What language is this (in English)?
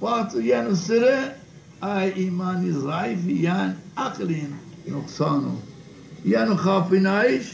Zaza